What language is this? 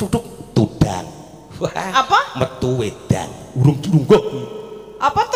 Javanese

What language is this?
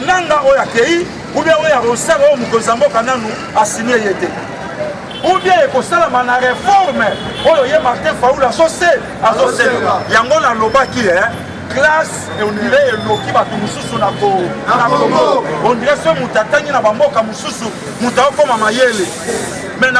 Lingala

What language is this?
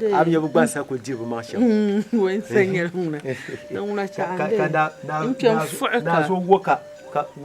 Dagbani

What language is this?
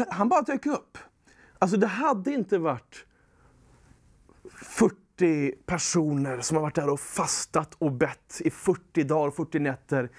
Swedish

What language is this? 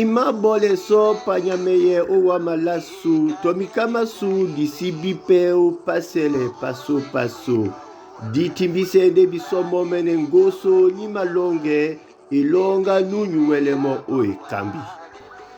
Duala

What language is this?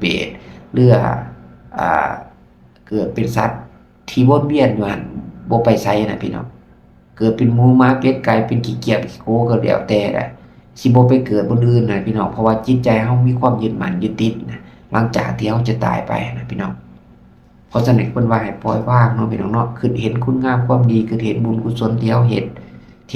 Lao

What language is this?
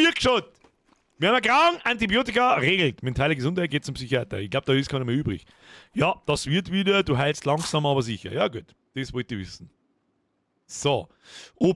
Bavarian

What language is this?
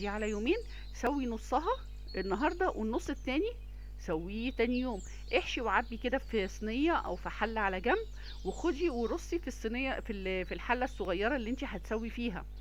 Egyptian Arabic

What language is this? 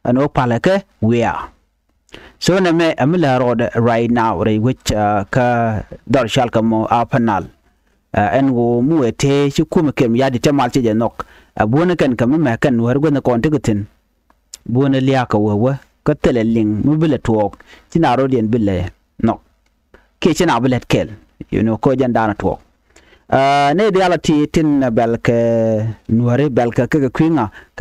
Nuer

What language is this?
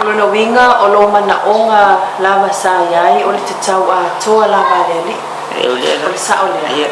Samoan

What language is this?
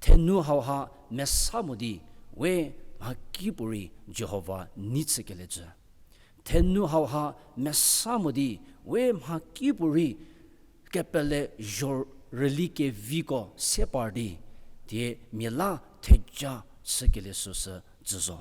Angami Naga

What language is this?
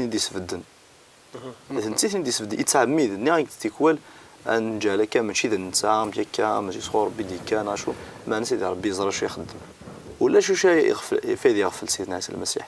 Kabyle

